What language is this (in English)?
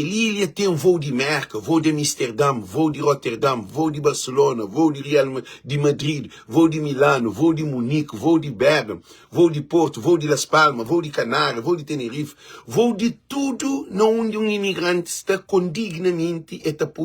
Kabuverdianu